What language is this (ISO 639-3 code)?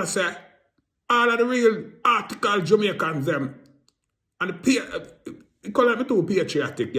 jam